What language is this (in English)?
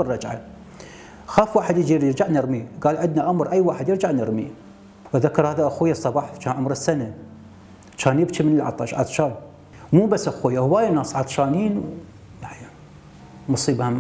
Mesopotamian Arabic